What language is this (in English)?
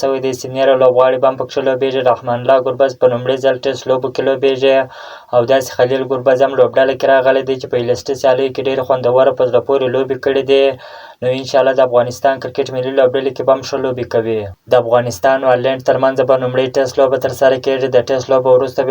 Pashto